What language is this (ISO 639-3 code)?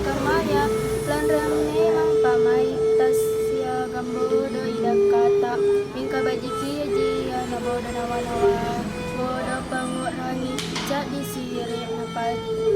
mak